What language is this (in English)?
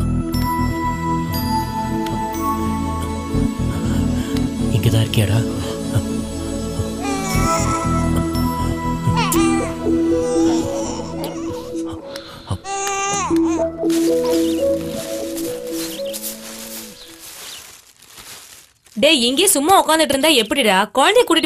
Tamil